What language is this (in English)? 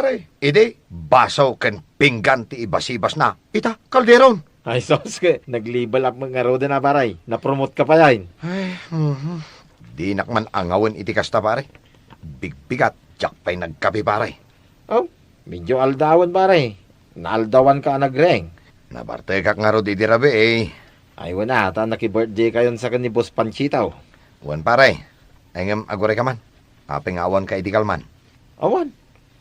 Iloko